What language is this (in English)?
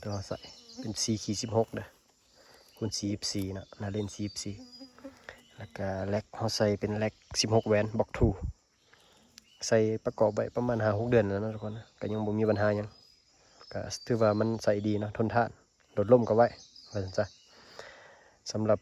Lao